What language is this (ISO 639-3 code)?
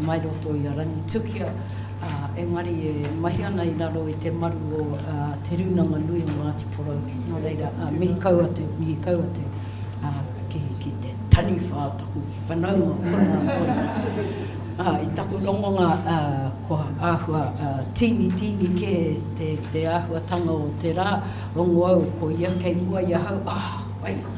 mri